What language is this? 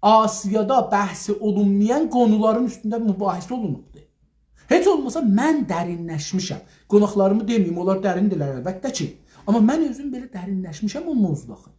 South Azerbaijani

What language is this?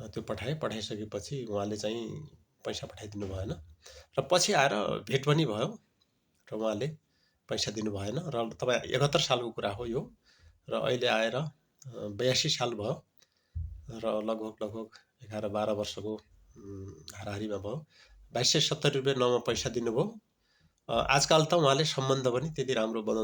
Nepali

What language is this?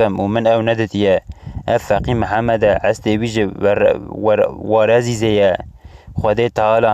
Kurdish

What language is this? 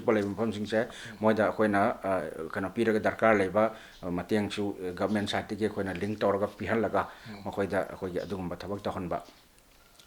Manipuri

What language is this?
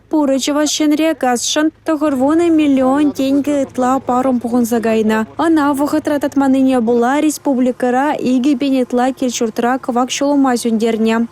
Chuvash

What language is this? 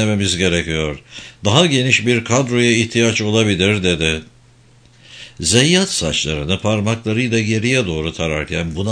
Turkish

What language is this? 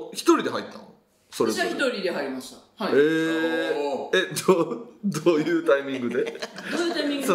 Japanese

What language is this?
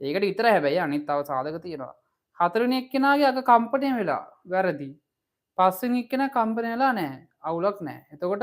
Sinhala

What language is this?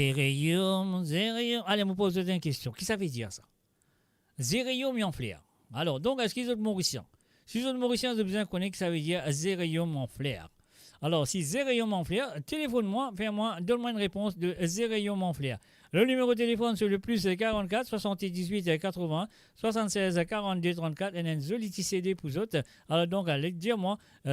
Morisyen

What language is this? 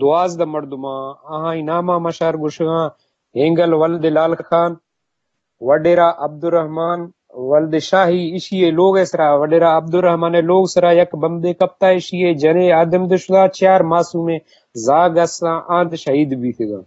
Eastern Balochi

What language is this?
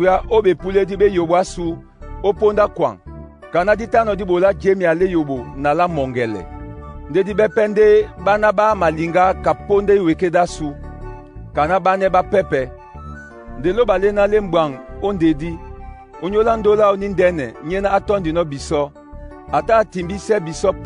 Duala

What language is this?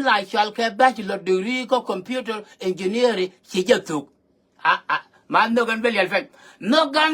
Nuer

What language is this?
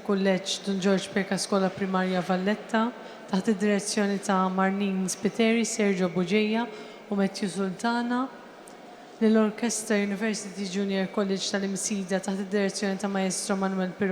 Maltese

